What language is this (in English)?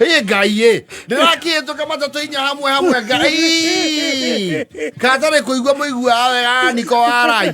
Kikuyu